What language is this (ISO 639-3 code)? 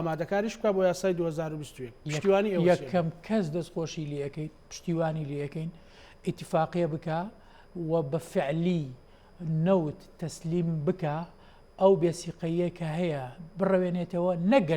ckb